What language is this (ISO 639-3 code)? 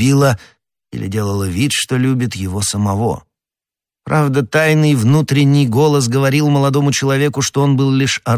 rus